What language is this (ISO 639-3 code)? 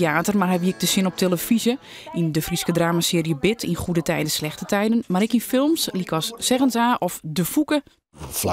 fry